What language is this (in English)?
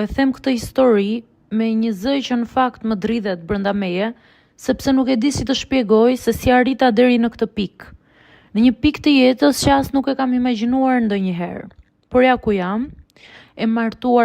Albanian